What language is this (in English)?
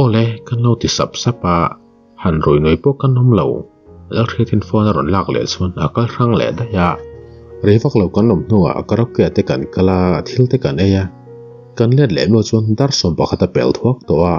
Mizo